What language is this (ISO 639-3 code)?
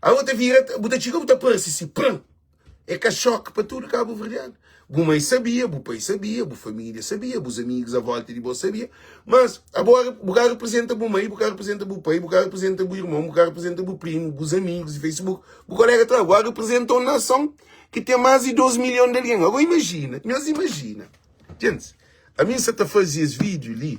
kea